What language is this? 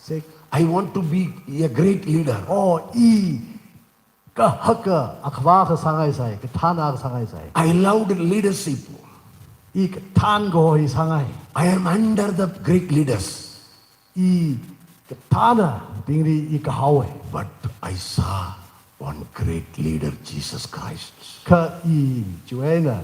Tangkhul Naga (India)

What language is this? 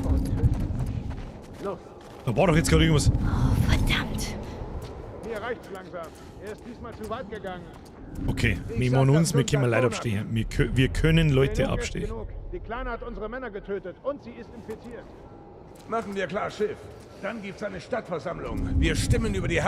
Bavarian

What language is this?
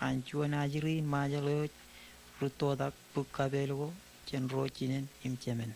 Marshallese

